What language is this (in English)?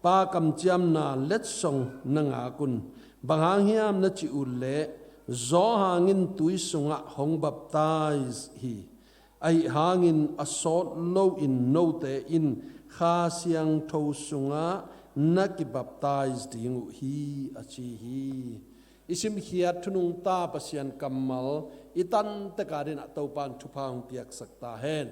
Tedim Chin